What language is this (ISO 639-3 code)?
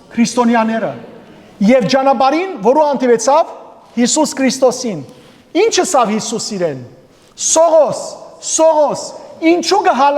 hyw